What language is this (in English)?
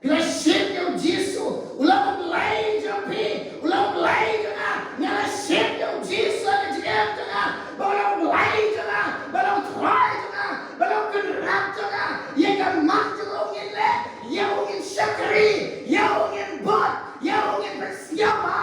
Khasi